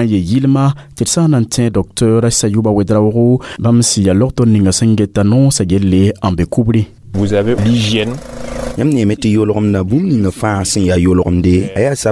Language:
Mossi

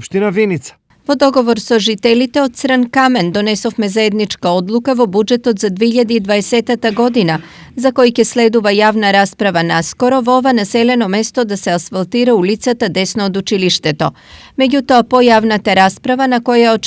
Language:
Macedonian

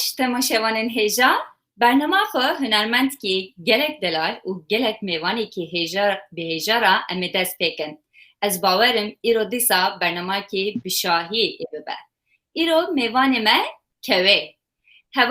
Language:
Kurdish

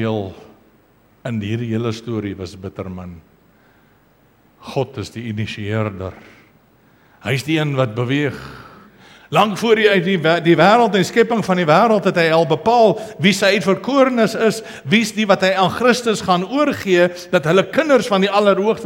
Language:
Afrikaans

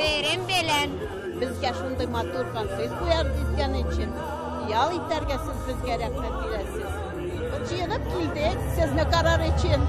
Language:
Tatar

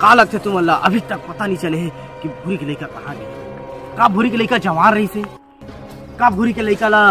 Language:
Chhattisgarhi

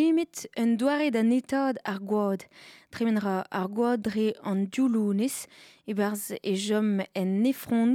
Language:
Breton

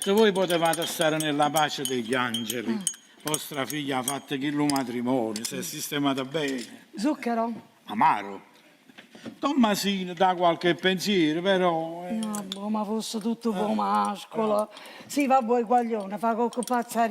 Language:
Neapolitan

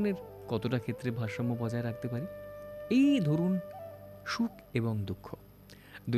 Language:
Bangla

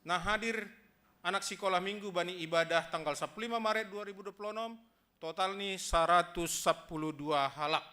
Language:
Batak Simalungun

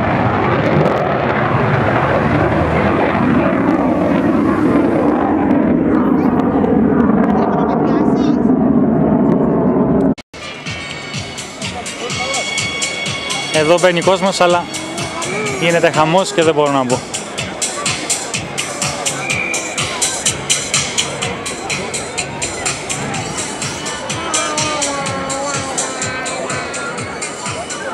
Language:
Greek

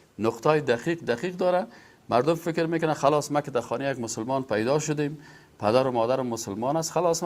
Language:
Persian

